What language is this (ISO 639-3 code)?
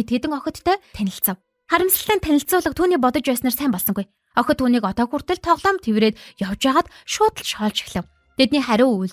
mon